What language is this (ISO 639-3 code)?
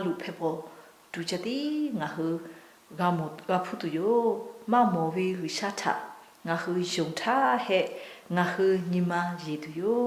lhu